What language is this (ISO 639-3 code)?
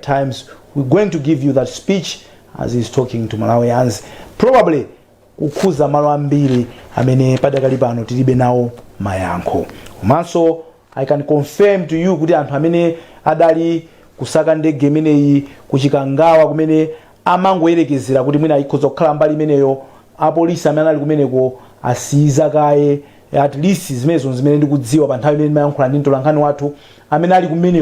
nya